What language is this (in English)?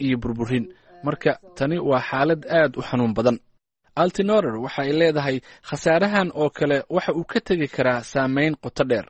Somali